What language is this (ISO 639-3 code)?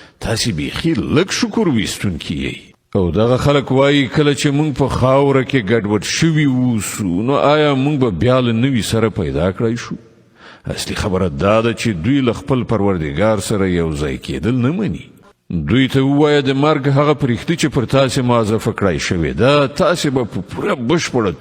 pus